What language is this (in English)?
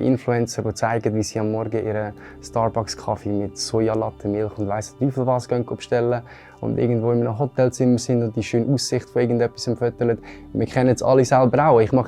Swiss German